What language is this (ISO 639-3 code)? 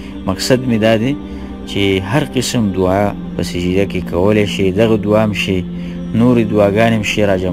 pus